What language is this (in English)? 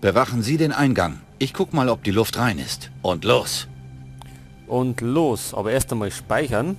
Bavarian